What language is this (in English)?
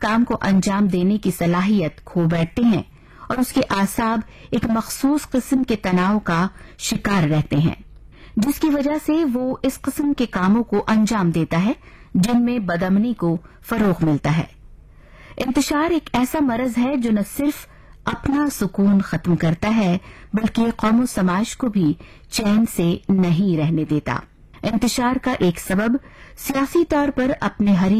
Urdu